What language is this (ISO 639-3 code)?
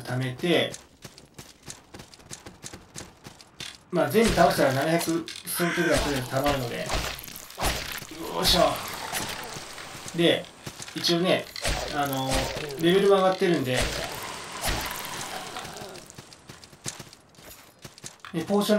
jpn